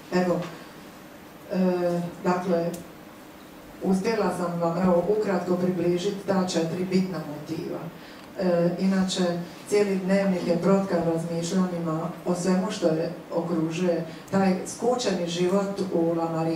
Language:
Croatian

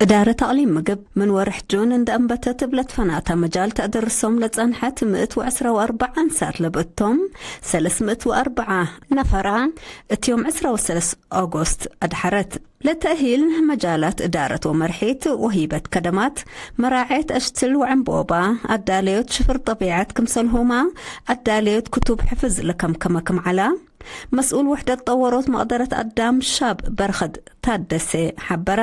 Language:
Tigre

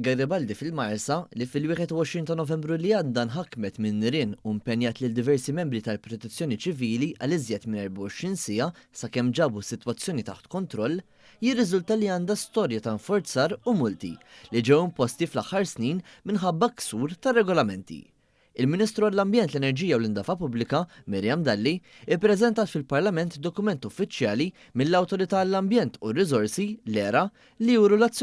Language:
Maltese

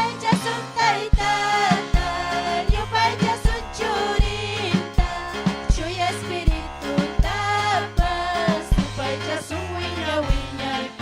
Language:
Ayacucho Quechua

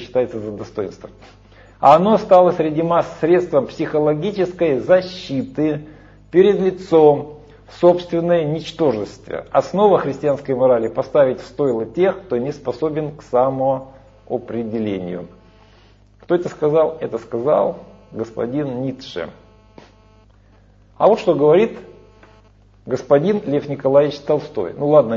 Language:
Russian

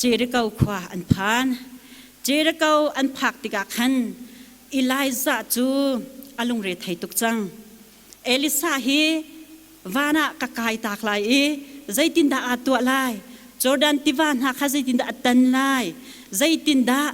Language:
Hakha Chin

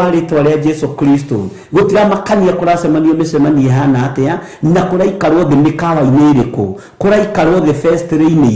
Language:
Kikuyu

